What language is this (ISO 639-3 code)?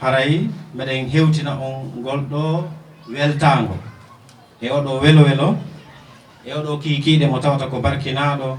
ful